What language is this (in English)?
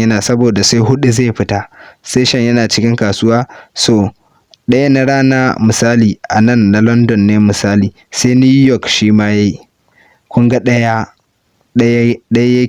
Hausa